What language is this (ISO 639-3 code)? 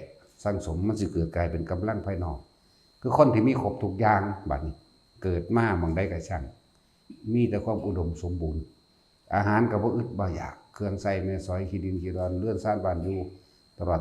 lao